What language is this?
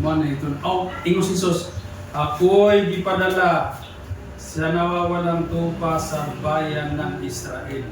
Cebuano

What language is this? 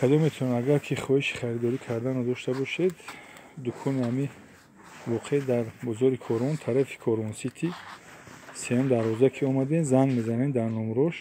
Tajik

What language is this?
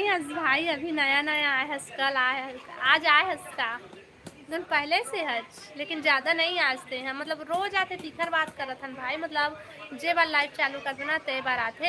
Chhattisgarhi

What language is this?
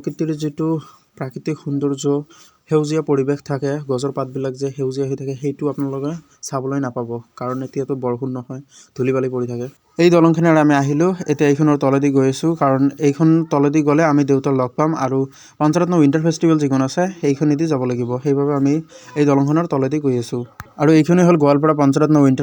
Assamese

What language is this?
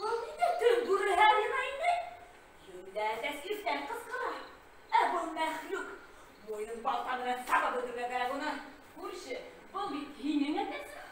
Bashkir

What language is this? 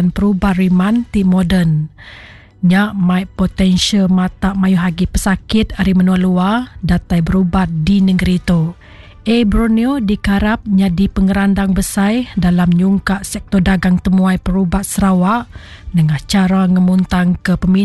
Iban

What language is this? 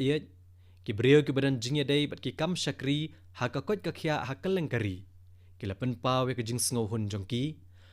Khasi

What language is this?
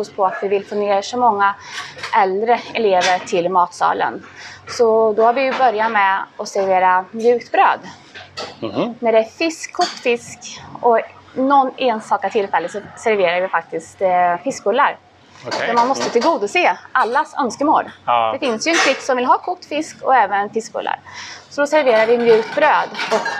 Swedish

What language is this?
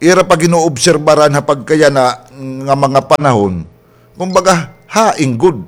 Waray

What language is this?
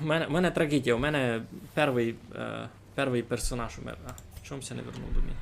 Rusyn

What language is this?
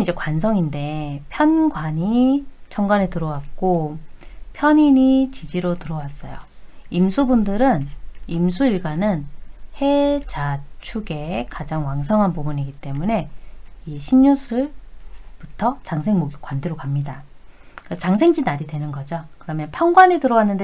Korean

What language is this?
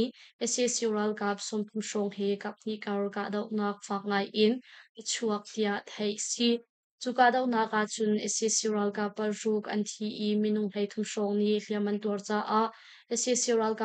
Hakha Chin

